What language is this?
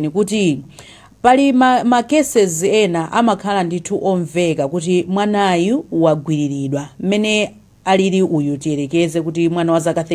Nyanja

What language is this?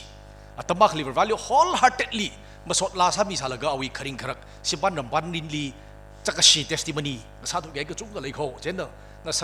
Tangkhul Naga (India)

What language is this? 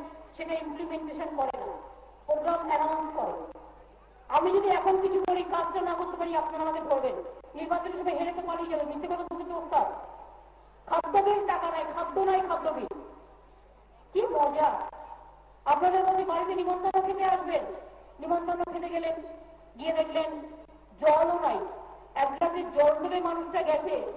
Bangla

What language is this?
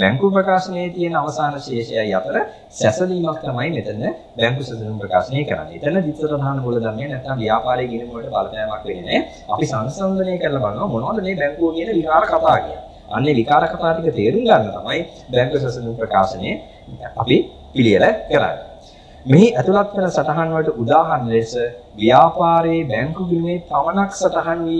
Sinhala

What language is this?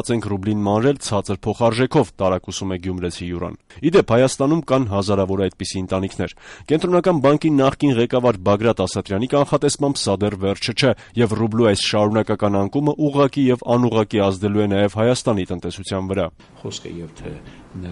Armenian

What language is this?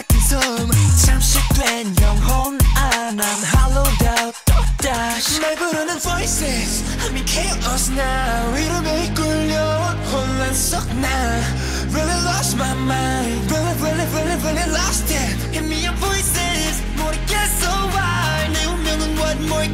Korean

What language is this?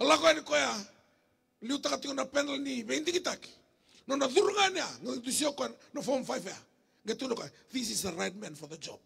Fijian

